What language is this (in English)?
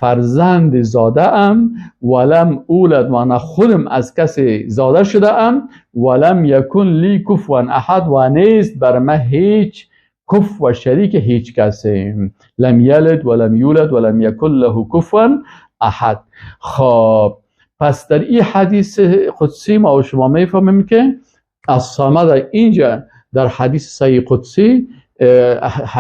Persian